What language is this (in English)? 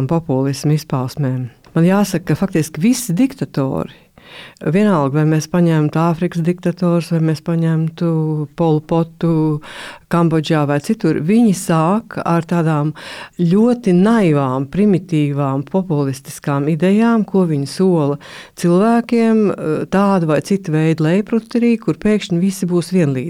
Latvian